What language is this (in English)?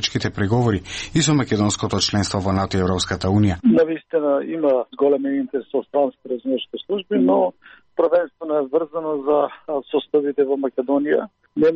Macedonian